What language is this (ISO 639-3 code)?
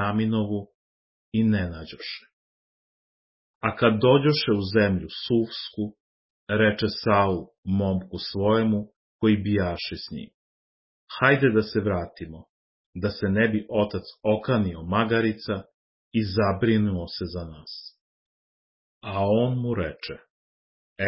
srp